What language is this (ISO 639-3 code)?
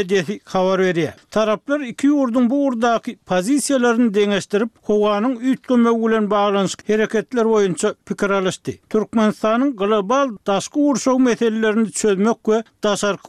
tuk